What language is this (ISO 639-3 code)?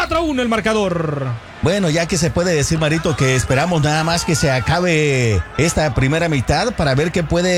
spa